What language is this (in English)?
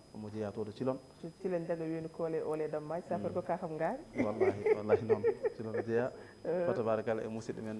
Fula